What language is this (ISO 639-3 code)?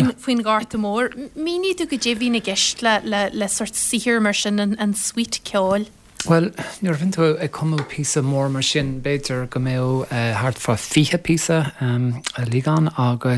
gle